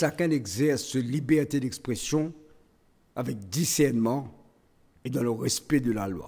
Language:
Morisyen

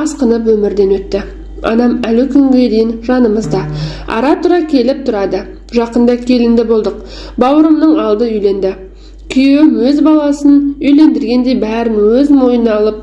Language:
Kazakh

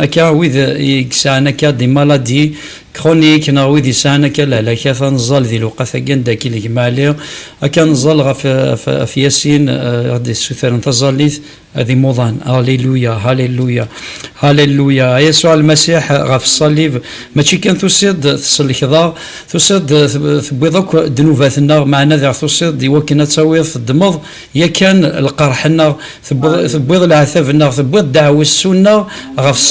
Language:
Kabyle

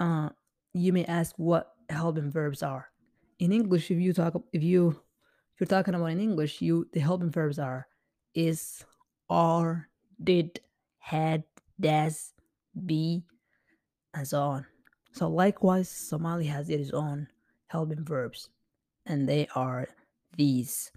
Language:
English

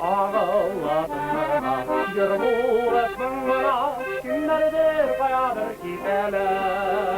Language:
Tatar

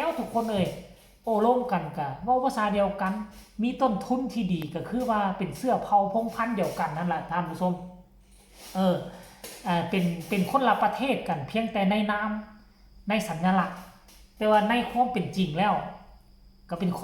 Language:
Lao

